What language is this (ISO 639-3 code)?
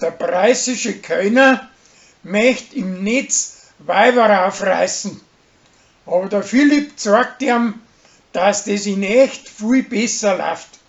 bar